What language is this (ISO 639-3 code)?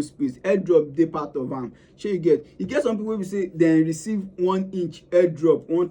pcm